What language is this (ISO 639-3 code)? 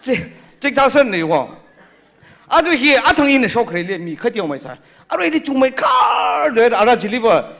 nmf